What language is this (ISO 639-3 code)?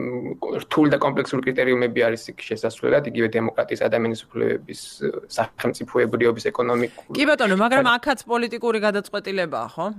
kat